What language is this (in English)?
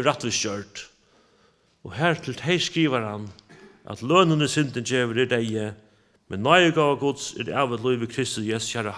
Faroese